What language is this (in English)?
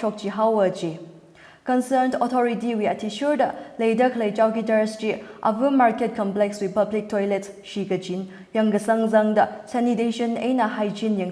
Tangkhul Naga (India)